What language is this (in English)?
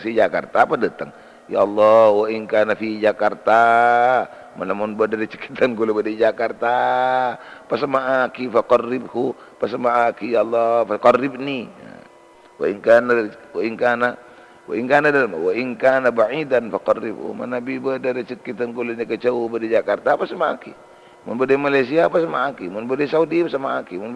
Madurese